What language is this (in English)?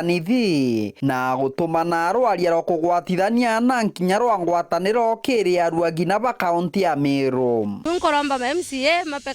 Meru